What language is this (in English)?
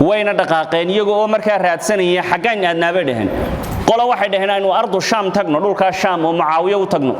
Somali